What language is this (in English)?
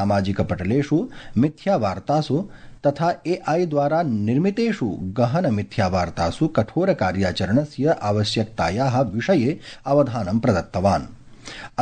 Sanskrit